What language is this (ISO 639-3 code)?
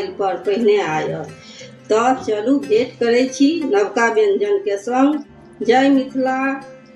mai